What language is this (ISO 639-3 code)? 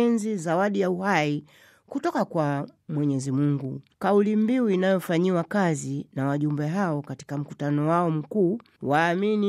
swa